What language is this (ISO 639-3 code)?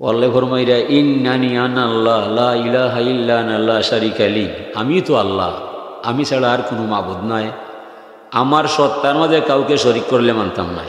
syl